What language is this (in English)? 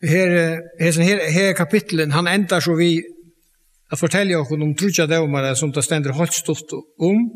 Faroese